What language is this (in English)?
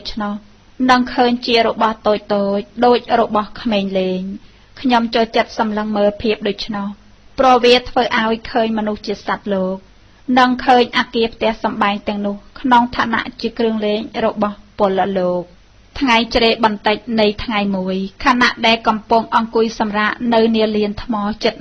Khmer